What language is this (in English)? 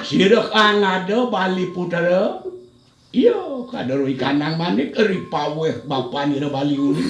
Balinese